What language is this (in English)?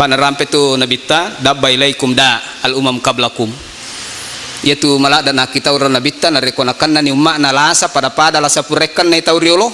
Buginese